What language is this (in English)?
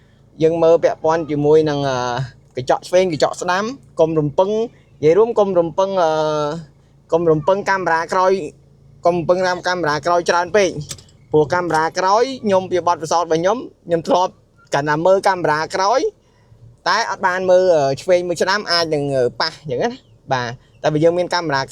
Khmer